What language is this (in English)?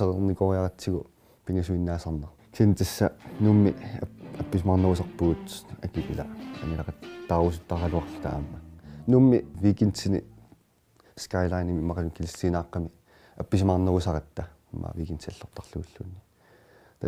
Kalaallisut